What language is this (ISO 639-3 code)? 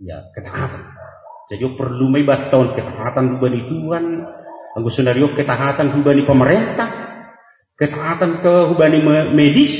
bts